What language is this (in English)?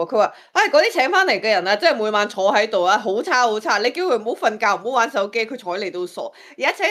Cantonese